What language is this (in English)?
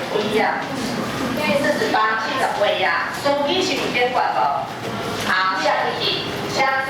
Min Nan Chinese